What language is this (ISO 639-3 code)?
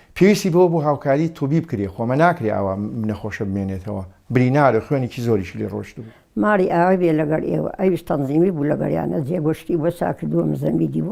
ckb